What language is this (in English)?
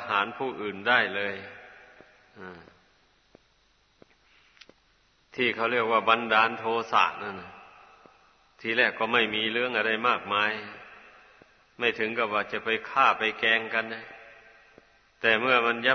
Thai